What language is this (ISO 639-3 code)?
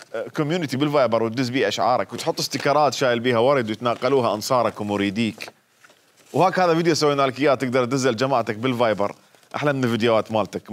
acm